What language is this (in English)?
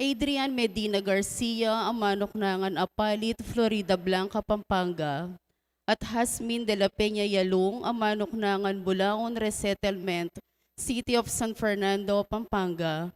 Pampanga